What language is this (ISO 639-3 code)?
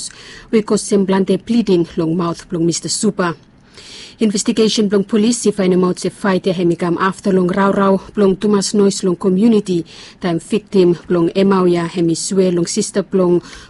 bis